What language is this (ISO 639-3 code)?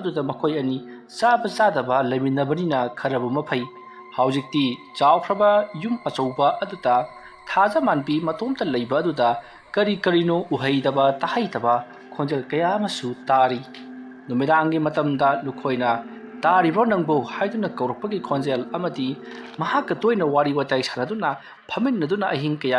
mni